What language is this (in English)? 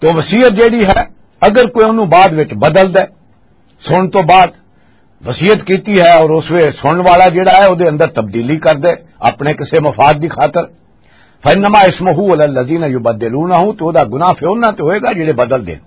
Western Panjabi